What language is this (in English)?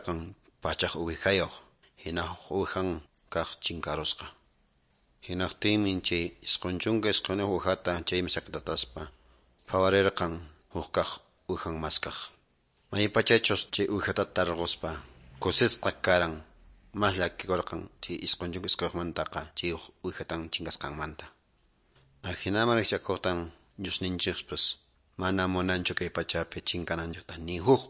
Quechua